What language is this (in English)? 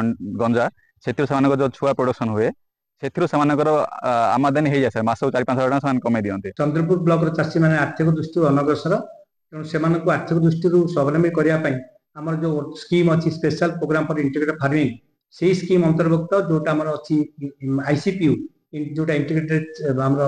Odia